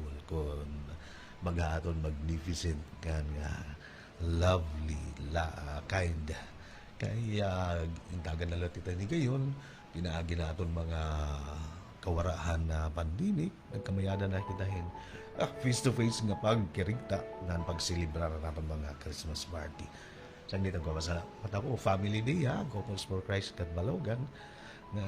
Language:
Waray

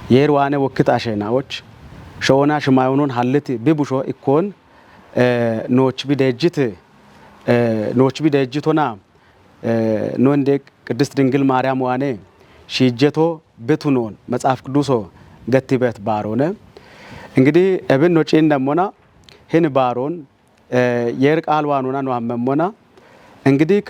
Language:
Kafa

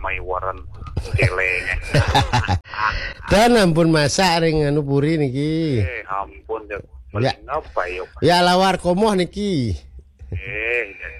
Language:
Balinese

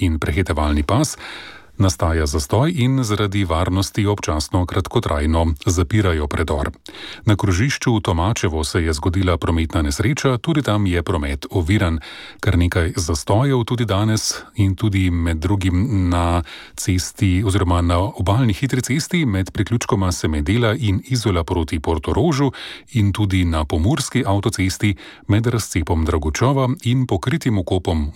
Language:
Slovenian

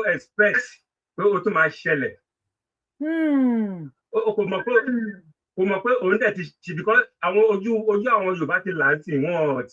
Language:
Yoruba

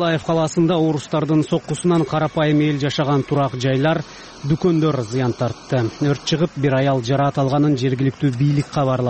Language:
Kyrgyz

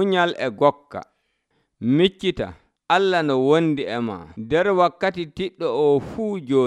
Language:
Nigerian Fulfulde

